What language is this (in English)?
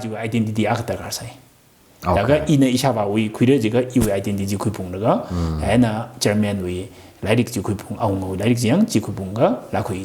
Tangkhul Naga (India)